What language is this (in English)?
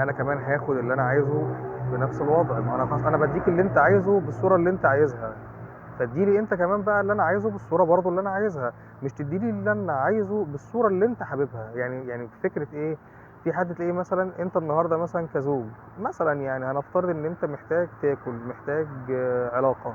Egyptian Arabic